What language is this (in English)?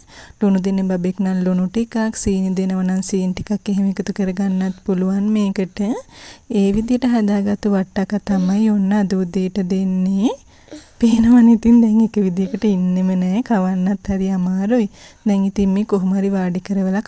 Sinhala